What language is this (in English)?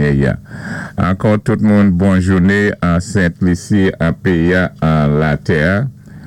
Saint Lucian Creole French